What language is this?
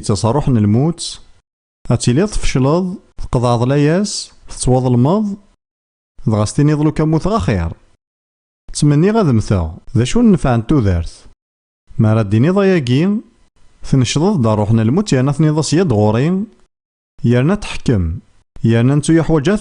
Kabyle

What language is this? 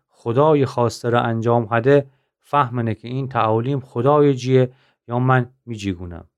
Gilaki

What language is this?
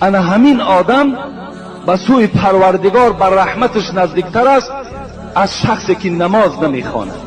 Tajik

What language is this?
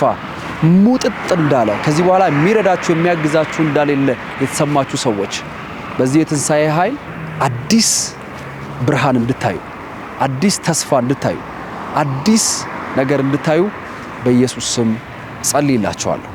Amharic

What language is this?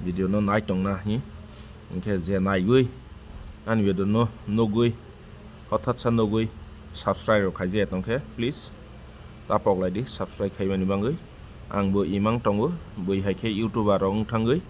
Kok Borok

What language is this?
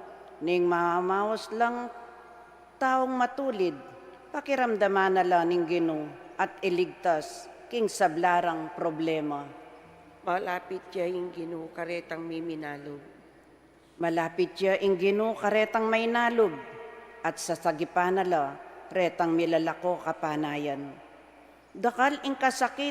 Pampanga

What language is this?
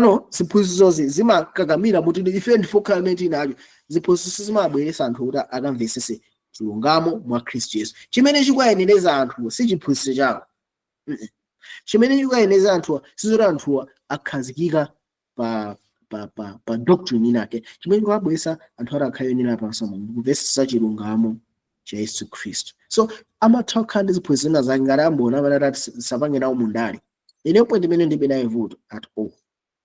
Nyanja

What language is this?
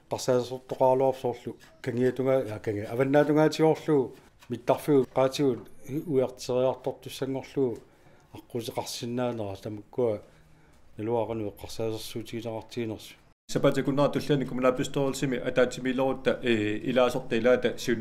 Kalaallisut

